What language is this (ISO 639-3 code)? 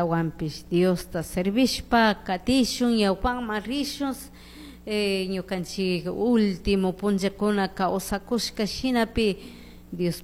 qug